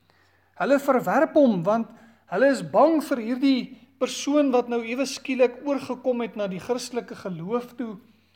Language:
Afrikaans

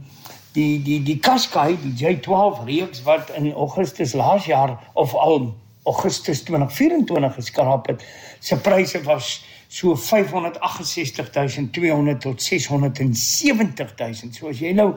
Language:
Afrikaans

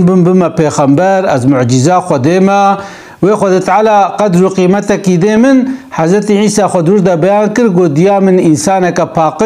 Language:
Kurdish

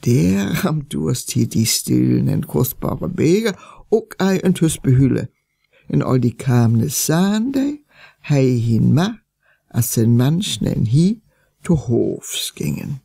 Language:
Northern Frisian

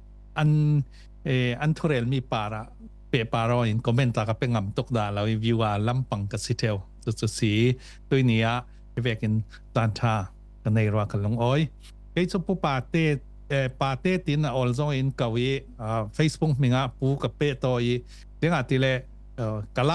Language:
Falam Chin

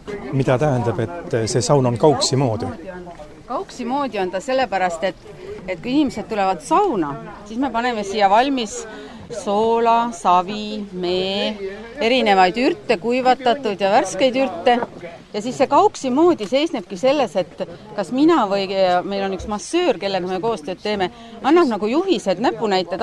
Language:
Estonian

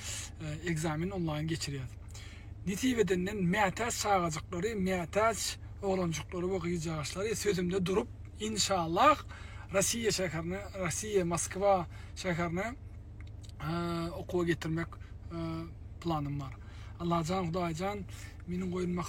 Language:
Turkmen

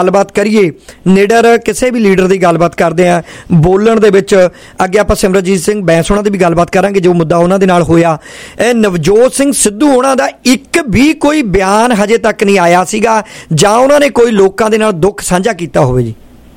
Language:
Punjabi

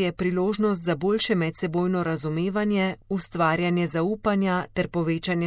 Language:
Slovenian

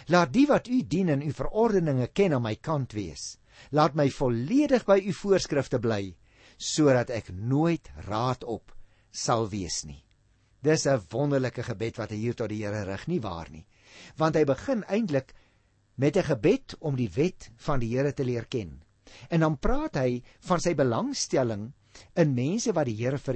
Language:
Afrikaans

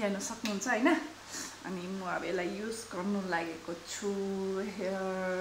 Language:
Nepali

